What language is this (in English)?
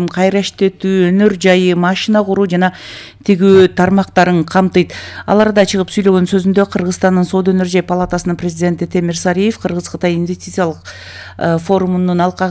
Kyrgyz